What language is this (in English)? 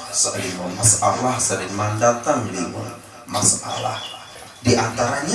Sasak